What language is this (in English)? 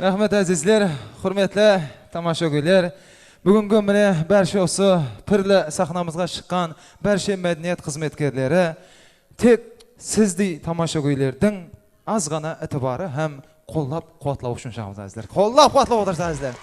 Kara-Kalpak